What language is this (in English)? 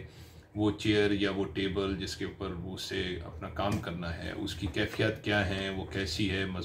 Hindi